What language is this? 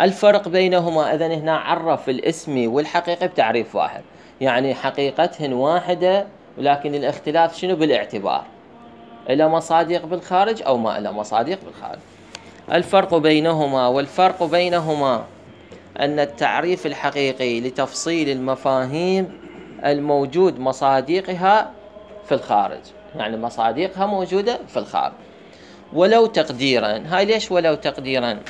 Mesopotamian Arabic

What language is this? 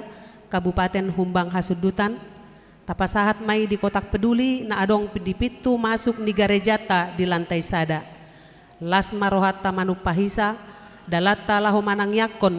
Batak Toba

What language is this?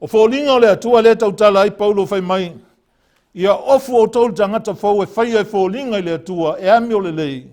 Samoan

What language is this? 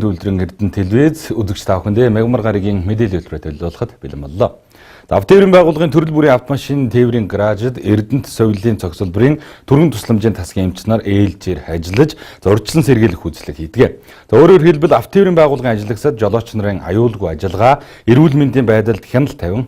Mongolian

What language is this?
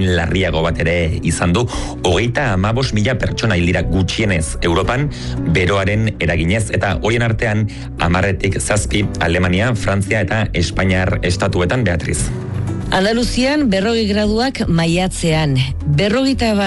Basque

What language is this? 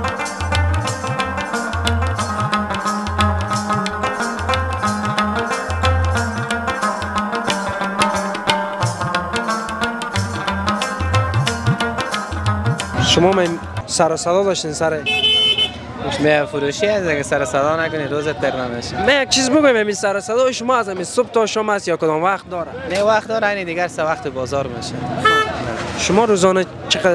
Persian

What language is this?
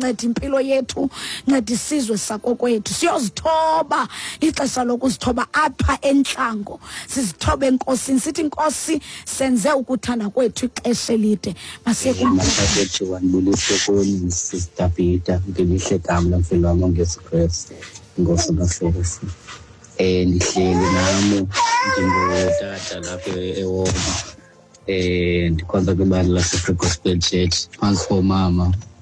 Xhosa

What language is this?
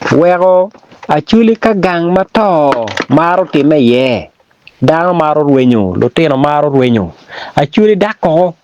Acoli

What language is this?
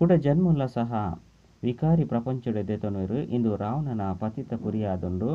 Tulu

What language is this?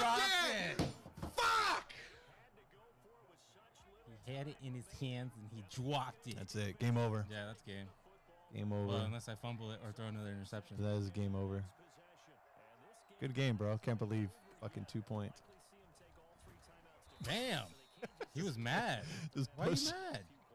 English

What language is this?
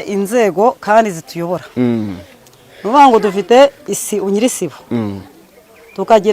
Kinyarwanda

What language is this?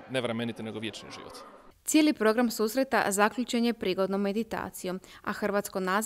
Croatian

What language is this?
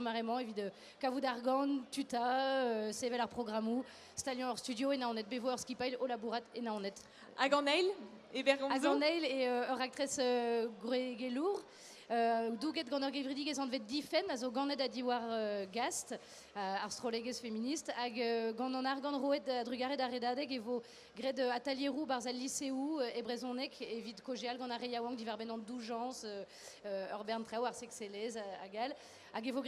Breton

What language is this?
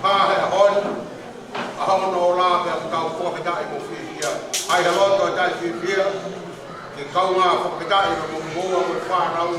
Tongan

